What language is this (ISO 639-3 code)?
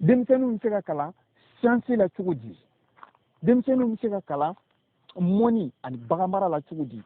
bam